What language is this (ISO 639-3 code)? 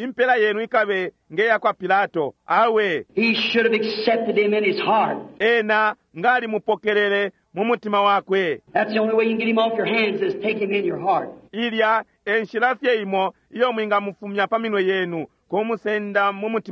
bem